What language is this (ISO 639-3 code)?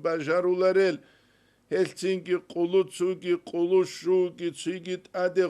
ava